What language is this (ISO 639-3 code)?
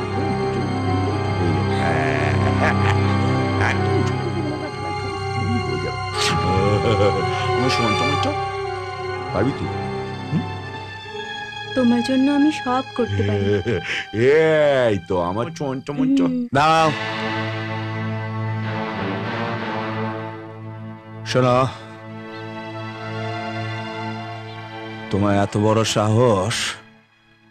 ben